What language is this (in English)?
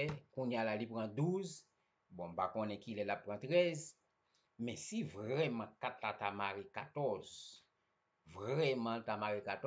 Haitian Creole